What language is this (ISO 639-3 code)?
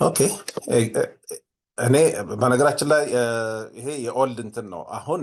amh